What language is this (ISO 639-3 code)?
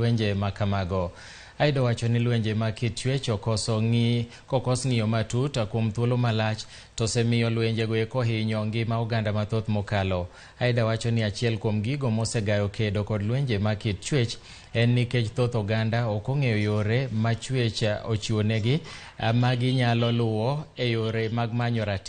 luo